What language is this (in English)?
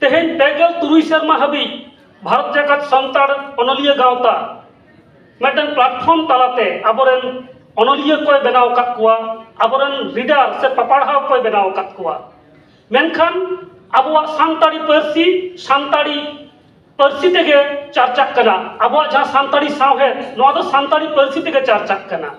Santali